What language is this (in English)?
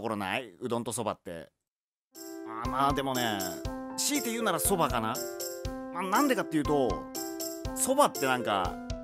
Japanese